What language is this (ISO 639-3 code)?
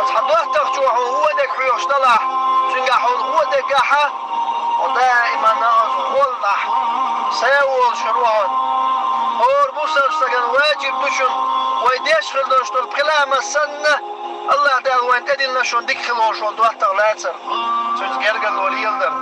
che